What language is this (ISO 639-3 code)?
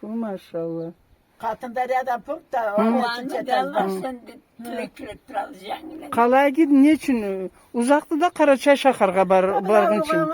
krc